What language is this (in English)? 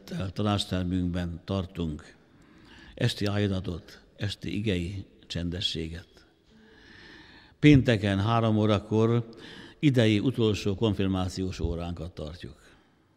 Hungarian